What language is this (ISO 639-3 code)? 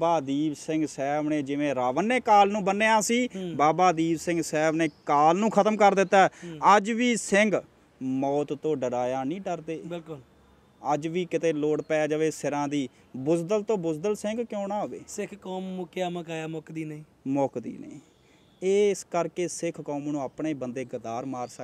pan